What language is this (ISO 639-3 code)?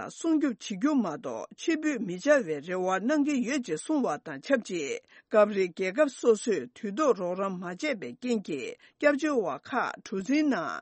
bod